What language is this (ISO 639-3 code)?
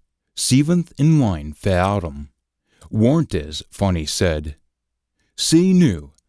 sco